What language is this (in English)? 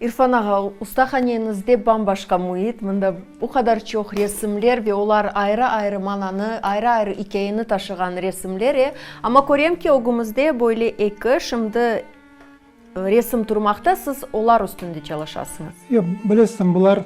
Crimean Tatar